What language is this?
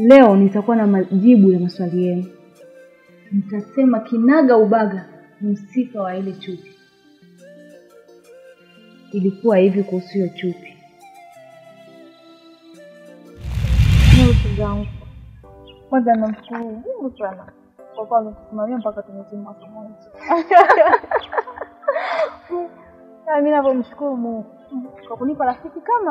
Swahili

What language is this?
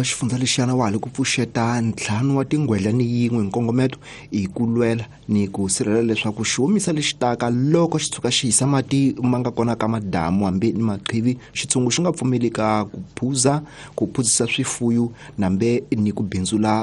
Tsonga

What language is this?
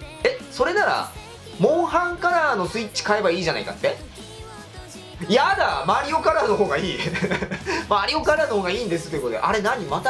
Japanese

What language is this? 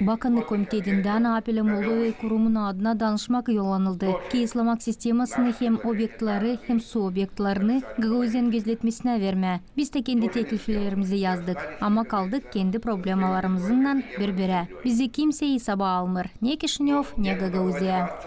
Gagauz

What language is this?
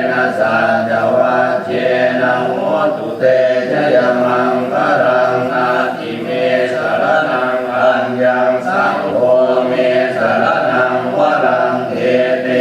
Pali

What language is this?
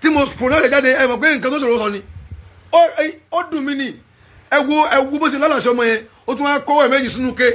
Yoruba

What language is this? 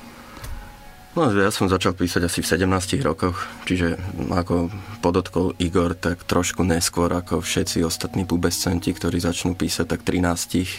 Slovak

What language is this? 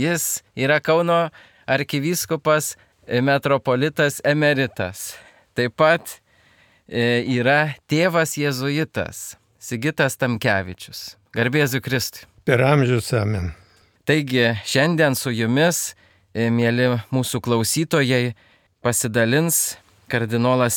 Lithuanian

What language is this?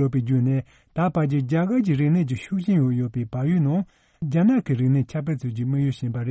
Tibetan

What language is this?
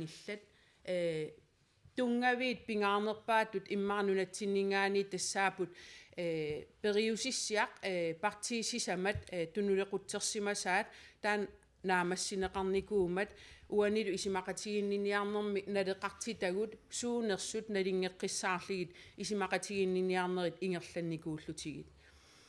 Kalaallisut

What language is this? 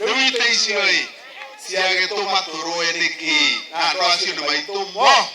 Kikuyu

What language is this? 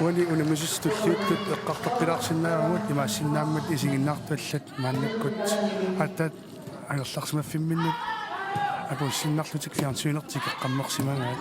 Kalaallisut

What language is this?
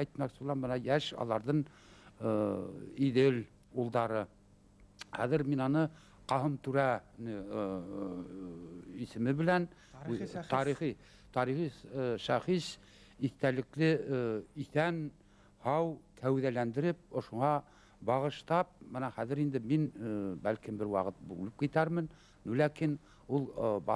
Bashkir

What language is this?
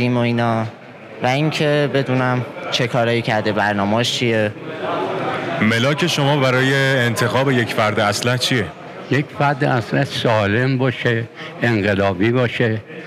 Persian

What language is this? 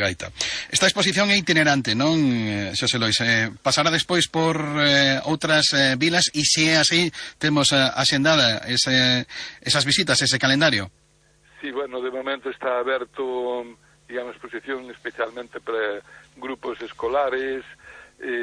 Galician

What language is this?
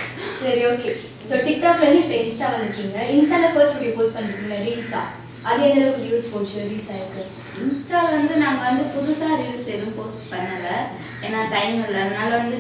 Tamil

